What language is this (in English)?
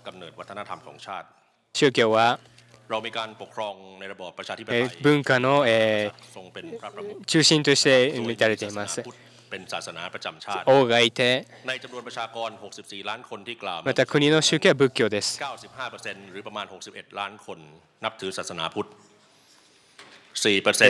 Japanese